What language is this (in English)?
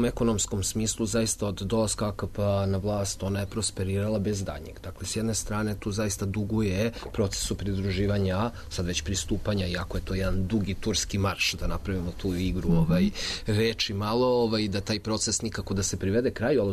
Serbian